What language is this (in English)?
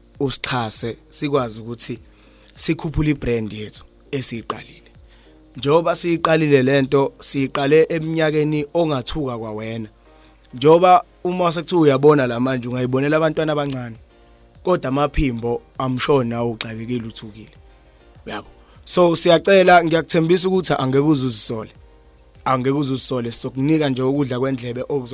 Zulu